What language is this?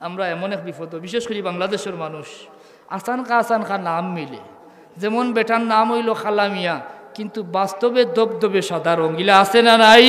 Sylheti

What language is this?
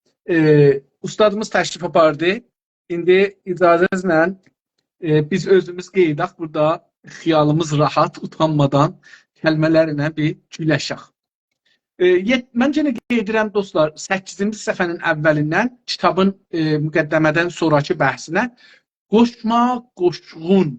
South Azerbaijani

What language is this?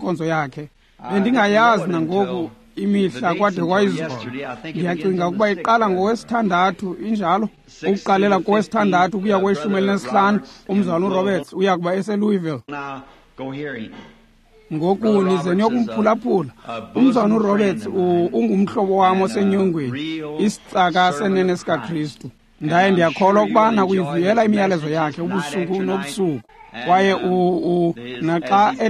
Xhosa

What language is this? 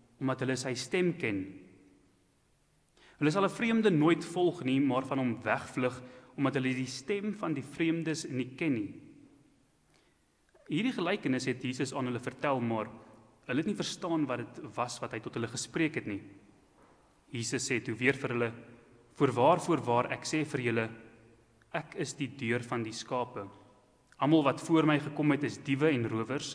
Afrikaans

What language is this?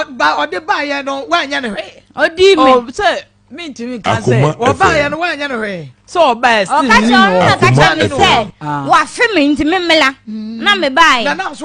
Akan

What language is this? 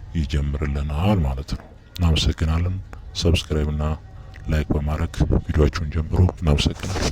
Amharic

